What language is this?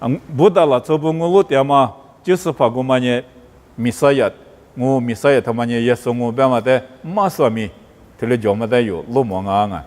Lisu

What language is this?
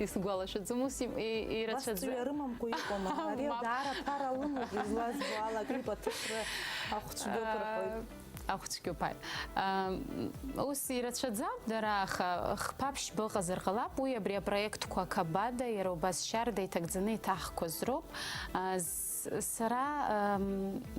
Abkhazian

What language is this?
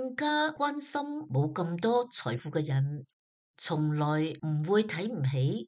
Cantonese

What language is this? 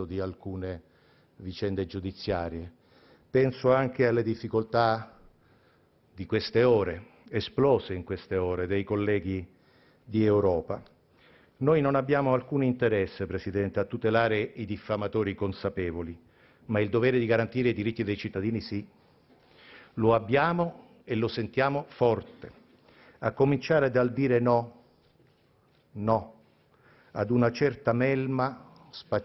Italian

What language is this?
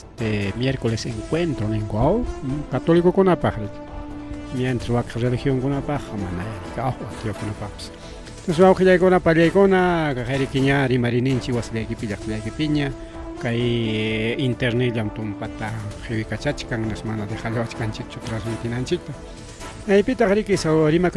Ayacucho Quechua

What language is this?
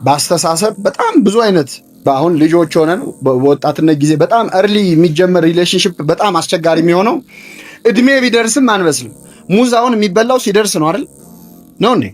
Amharic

